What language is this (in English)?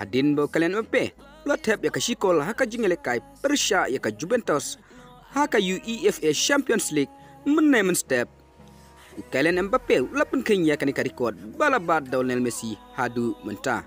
Khasi